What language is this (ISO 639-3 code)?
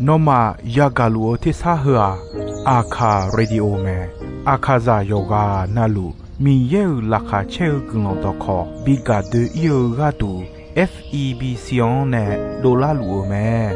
ahk